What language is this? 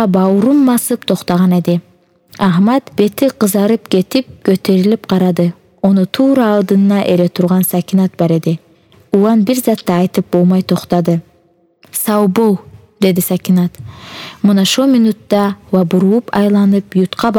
Kumyk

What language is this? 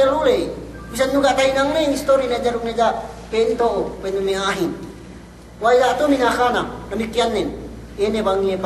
Yakan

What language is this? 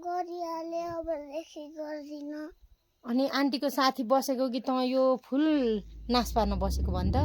Nepali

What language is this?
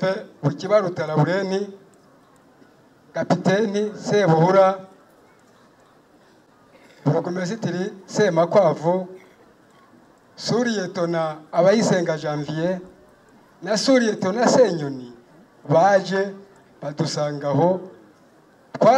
Kinyarwanda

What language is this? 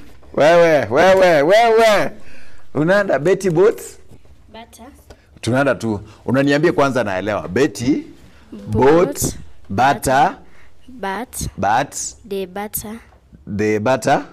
Gusii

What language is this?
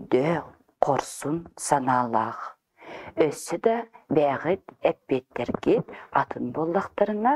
Yakut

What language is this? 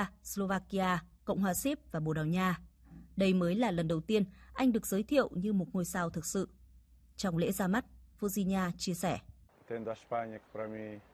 Vietnamese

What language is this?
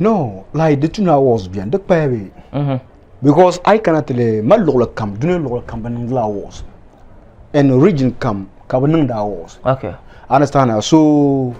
Dagbani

